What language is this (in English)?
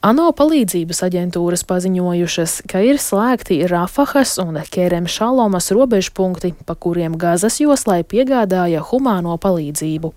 Latvian